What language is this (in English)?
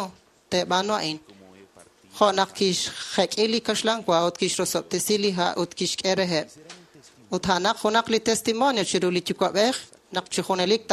Kekchí